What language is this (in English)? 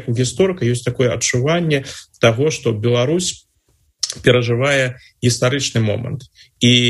Belarusian